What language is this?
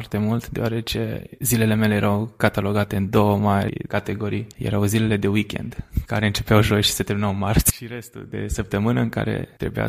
Romanian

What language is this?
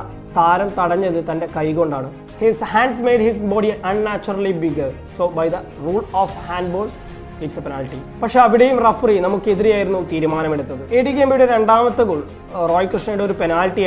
Malayalam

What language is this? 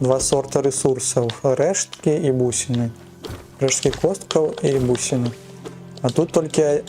Belarusian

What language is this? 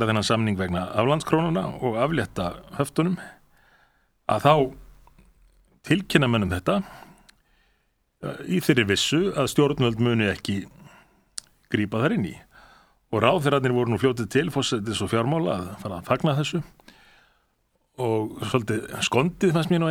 Icelandic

